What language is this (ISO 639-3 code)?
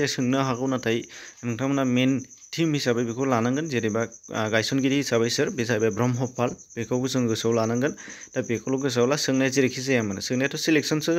brx